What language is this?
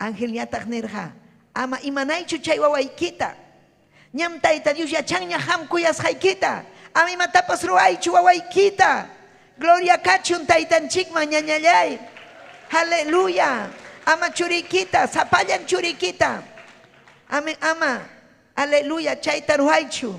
Ayacucho Quechua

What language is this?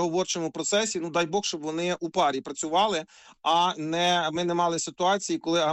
Ukrainian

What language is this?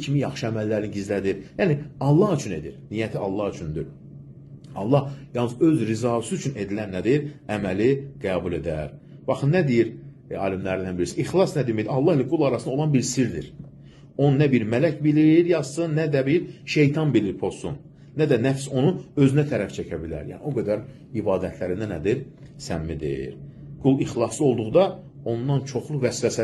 Azerbaijani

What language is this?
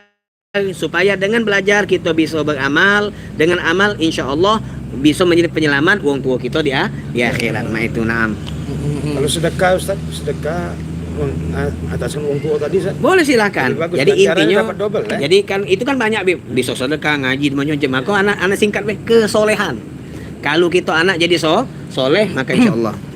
Musi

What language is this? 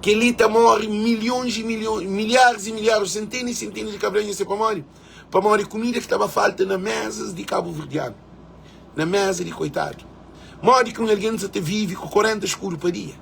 Kabuverdianu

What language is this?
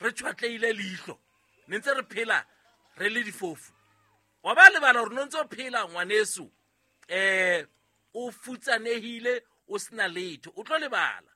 Southern Sotho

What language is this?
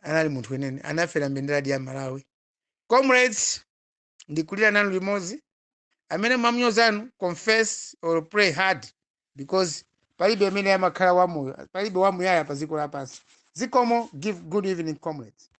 Nyanja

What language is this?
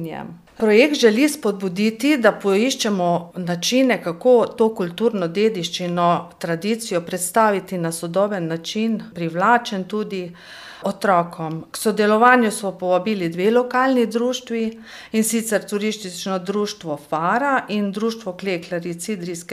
Slovenian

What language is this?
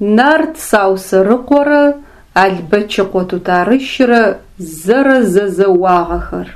Adyghe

